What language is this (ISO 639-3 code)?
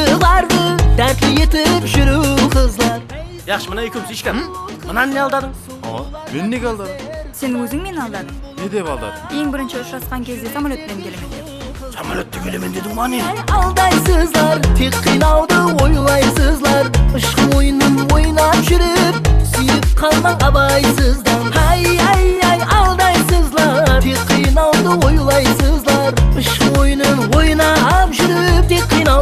kaa